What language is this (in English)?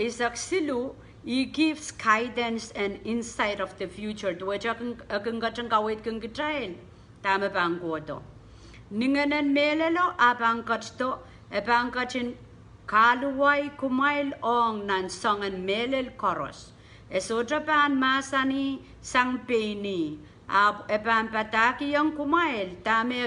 Pohnpeian